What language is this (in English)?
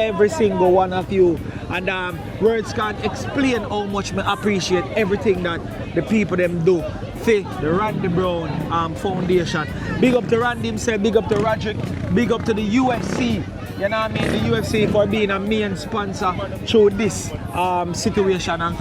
Jamaican Creole English